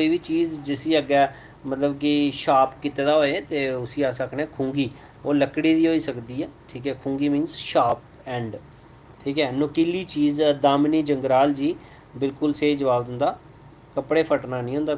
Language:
Dogri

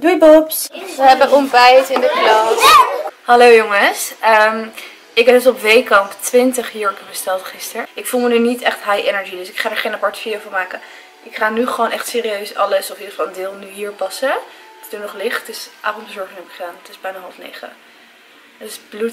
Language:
Dutch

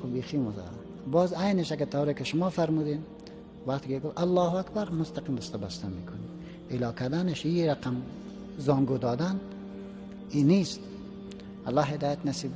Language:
Tajik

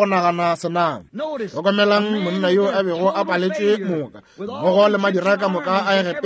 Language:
Northern Sotho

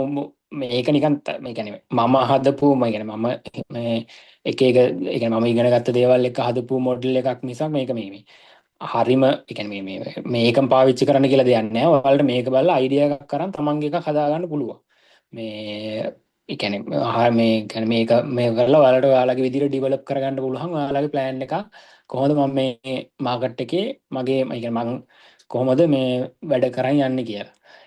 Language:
Sinhala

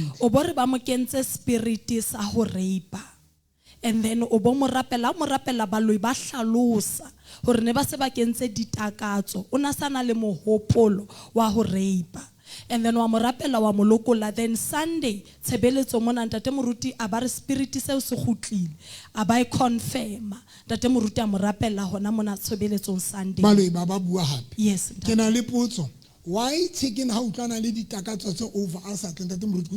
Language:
Southern Sotho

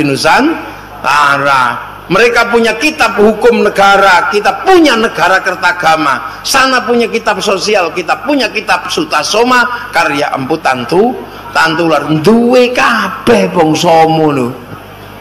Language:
Indonesian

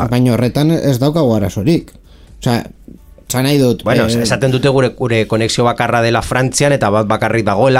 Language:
Basque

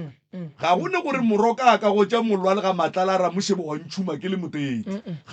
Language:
Northern Sotho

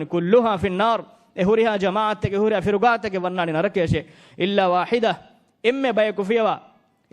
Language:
Divehi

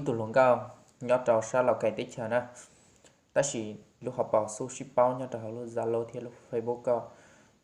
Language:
Hmong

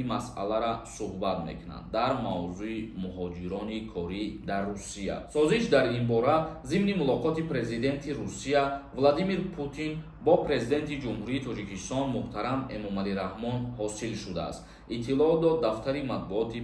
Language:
Tajik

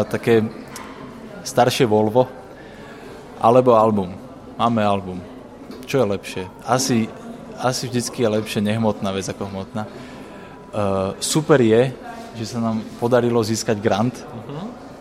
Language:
Slovak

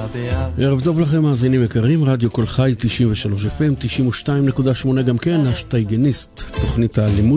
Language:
Hebrew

